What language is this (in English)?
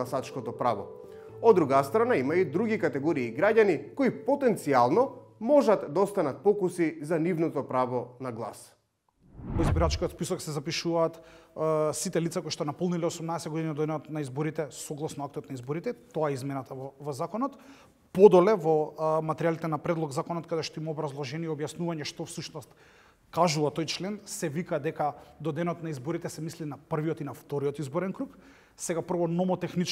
Macedonian